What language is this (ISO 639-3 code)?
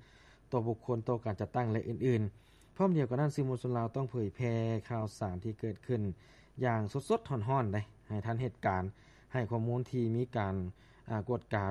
lao